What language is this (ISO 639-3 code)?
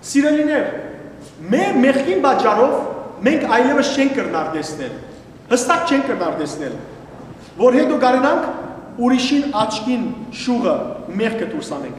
hyw